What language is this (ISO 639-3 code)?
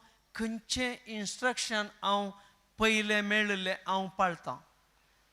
kok